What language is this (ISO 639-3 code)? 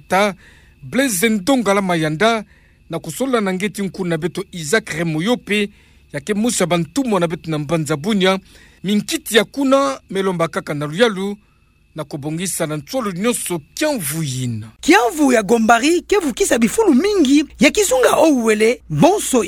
ktu